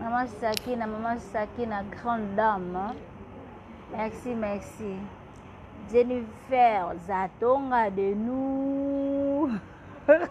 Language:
Lingala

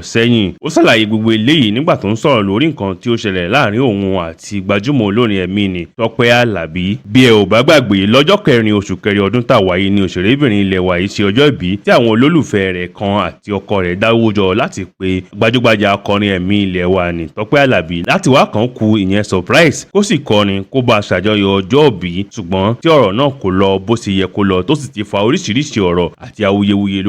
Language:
Yoruba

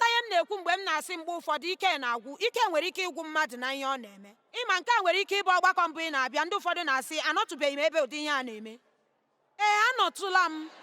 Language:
Igbo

